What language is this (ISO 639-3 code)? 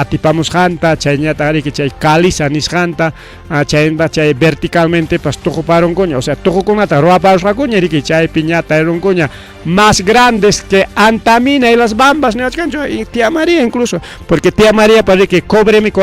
quy